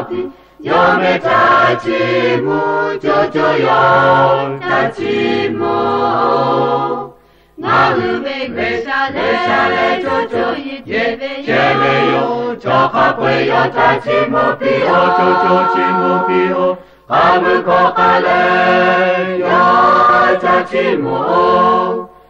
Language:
Lahu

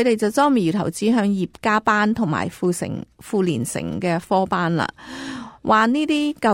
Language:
Cantonese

